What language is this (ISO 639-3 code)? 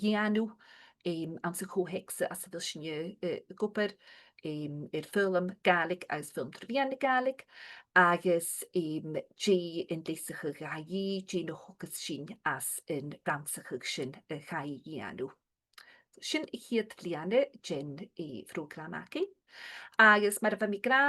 gla